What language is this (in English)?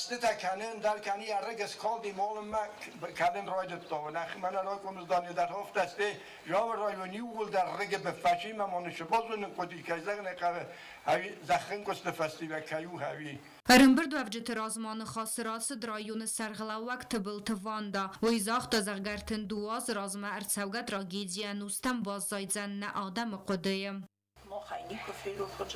Ossetic